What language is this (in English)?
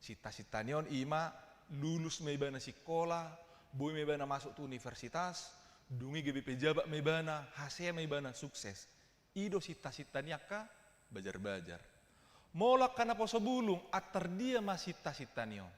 Batak Toba